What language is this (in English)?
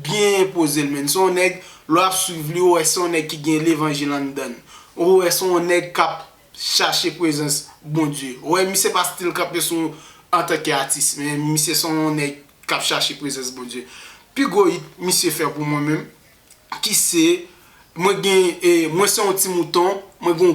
Haitian Creole